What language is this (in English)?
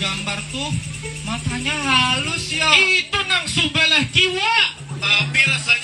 Banjar